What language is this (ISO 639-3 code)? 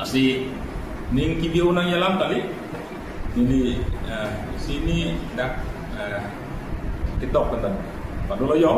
mjw